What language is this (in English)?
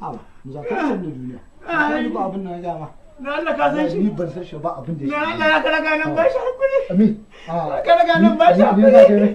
Hausa